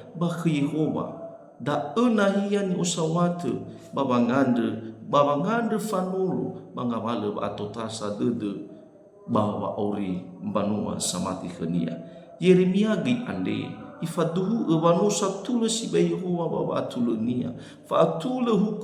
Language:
Nias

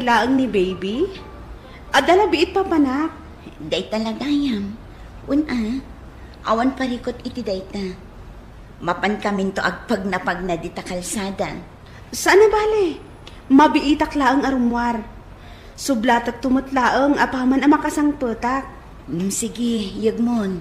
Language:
Iloko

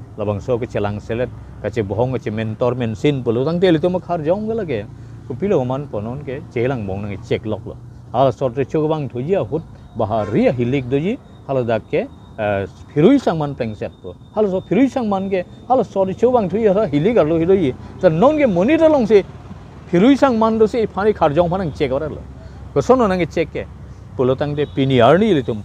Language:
Karbi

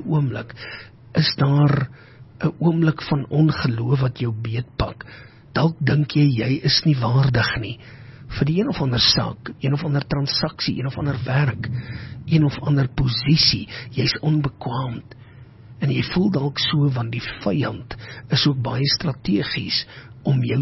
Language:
Afrikaans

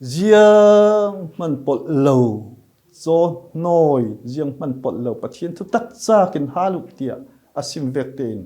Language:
Falam Chin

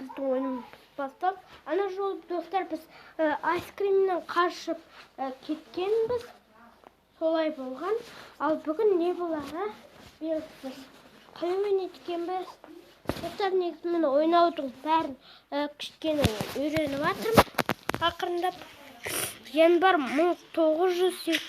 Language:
Kazakh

